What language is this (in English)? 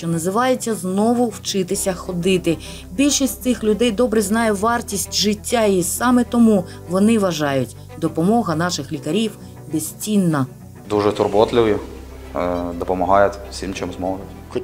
Ukrainian